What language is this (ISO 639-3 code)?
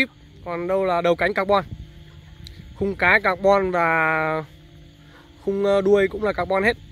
vie